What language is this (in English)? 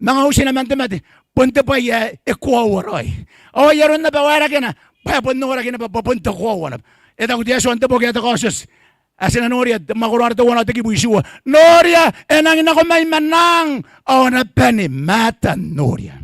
Gilbertese